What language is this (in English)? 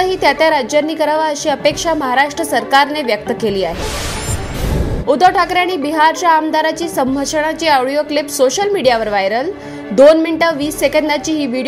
Marathi